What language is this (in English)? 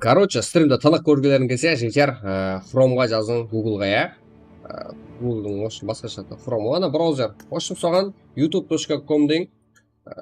Kara-Kalpak